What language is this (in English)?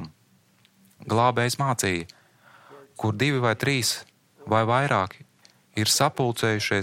Latvian